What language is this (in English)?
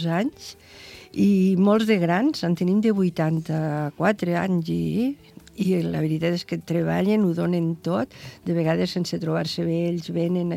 Catalan